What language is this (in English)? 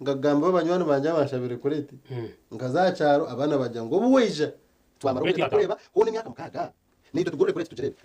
Nyankole